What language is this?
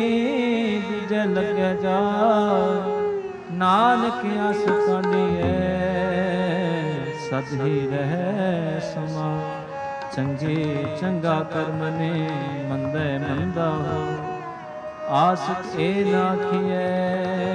Punjabi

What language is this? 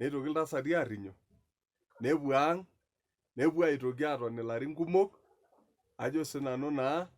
Masai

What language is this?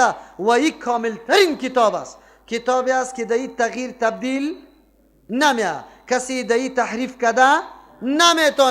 Persian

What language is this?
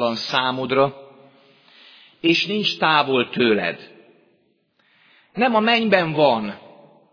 Hungarian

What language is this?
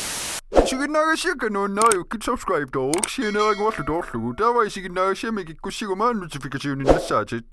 Kalaallisut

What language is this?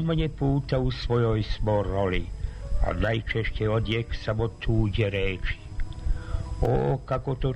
Serbian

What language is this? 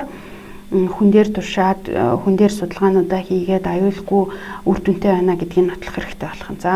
Mongolian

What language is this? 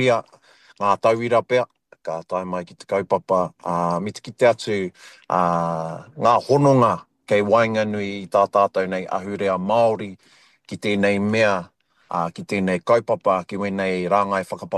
Māori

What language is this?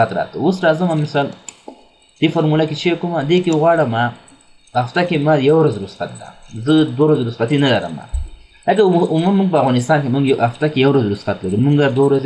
Pashto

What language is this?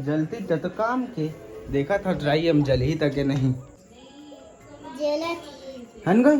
Chhattisgarhi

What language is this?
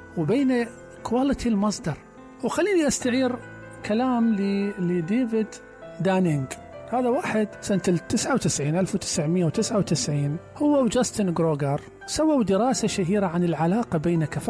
Mesopotamian Arabic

